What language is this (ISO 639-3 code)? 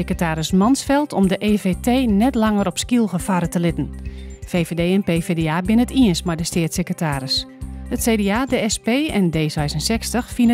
fry